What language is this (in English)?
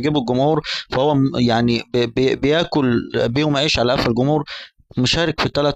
Egyptian Arabic